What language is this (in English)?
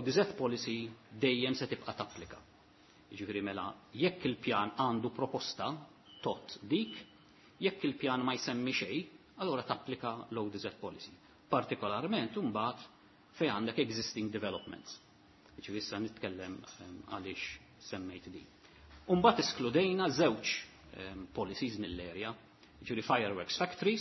Maltese